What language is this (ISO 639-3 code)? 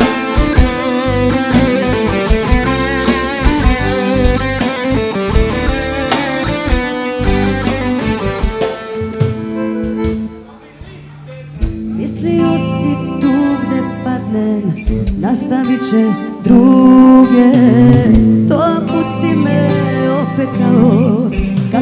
srp